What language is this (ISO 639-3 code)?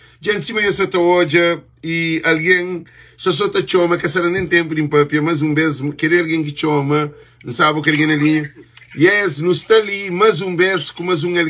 kea